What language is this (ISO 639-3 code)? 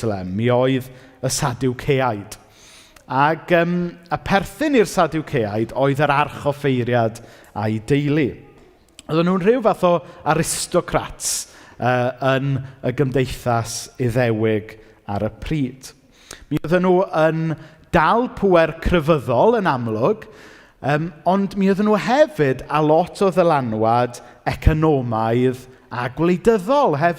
cym